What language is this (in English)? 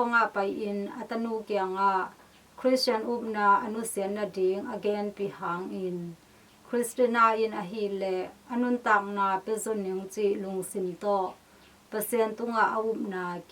Tedim Chin